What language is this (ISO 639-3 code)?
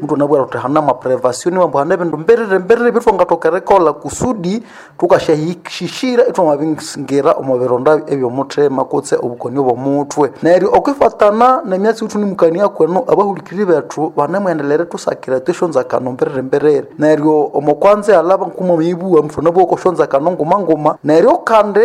nnb